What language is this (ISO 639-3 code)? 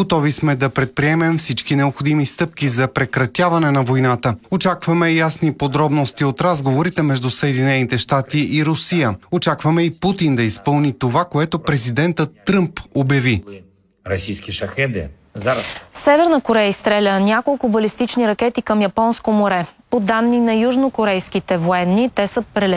bul